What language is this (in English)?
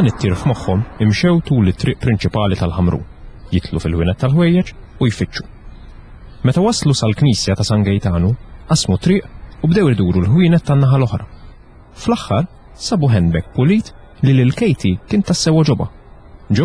Maltese